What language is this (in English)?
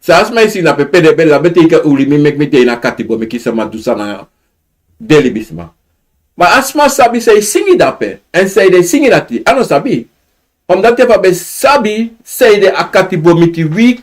Sranan Tongo